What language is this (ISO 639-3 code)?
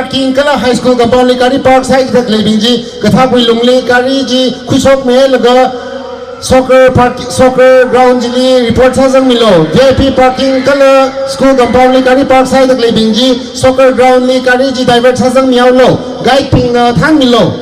nmf